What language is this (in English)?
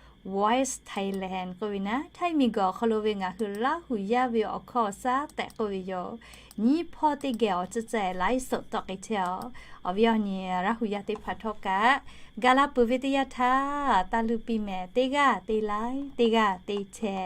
Lahu